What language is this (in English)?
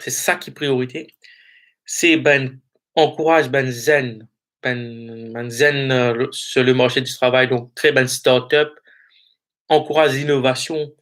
Morisyen